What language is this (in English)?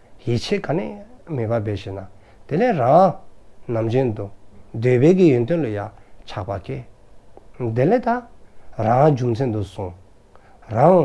Dzongkha